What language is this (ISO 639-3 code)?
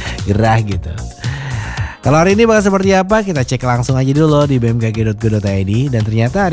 ind